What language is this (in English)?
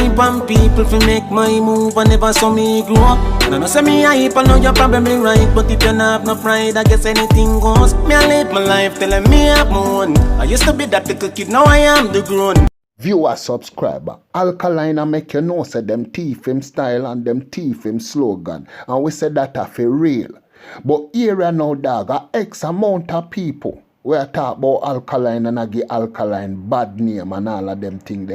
Jamaican Creole English